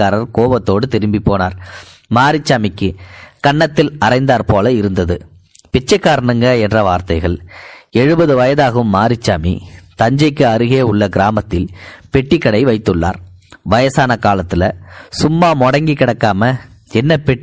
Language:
Tamil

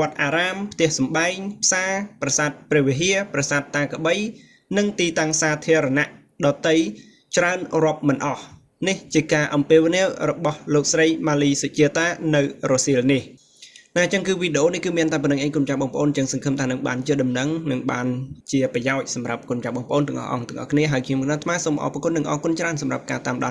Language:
Khmer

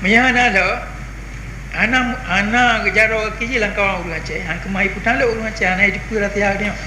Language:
Achinese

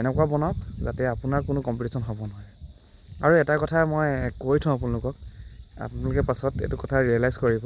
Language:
Assamese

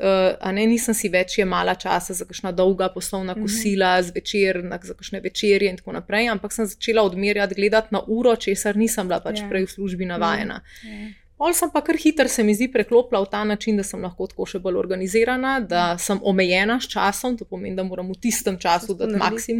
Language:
Slovenian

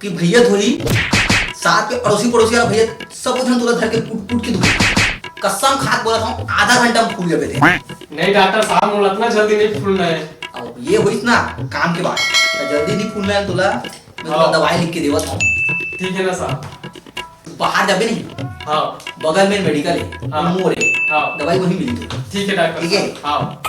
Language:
Chhattisgarhi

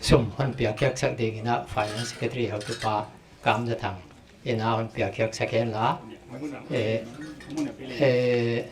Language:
Paite Chin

